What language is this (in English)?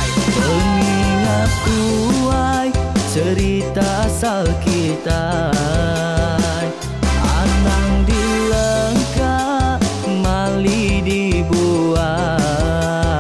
Iban